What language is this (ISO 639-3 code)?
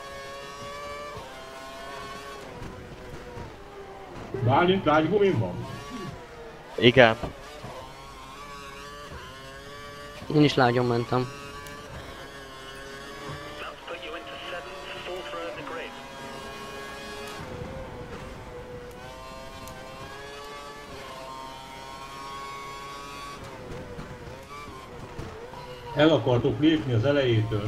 hun